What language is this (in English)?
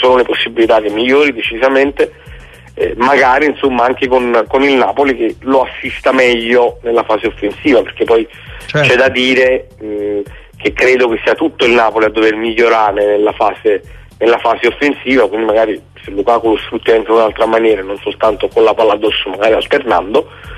Italian